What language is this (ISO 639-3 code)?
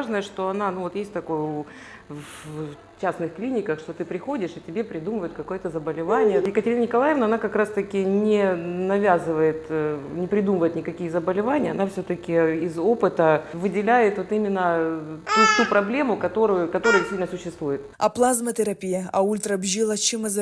abk